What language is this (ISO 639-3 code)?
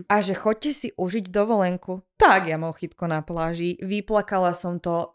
slk